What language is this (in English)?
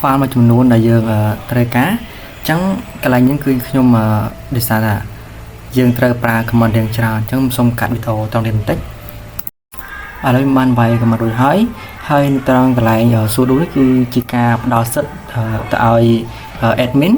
Khmer